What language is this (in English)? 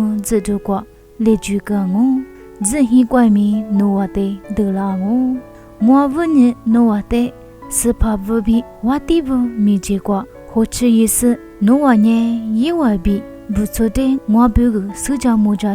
Lisu